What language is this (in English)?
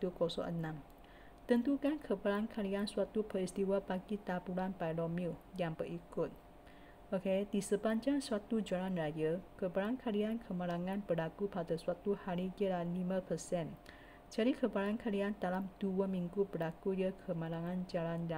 Malay